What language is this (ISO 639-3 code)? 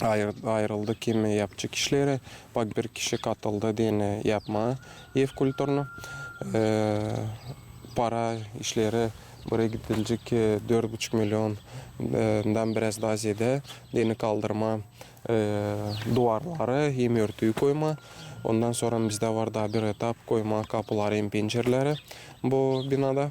gag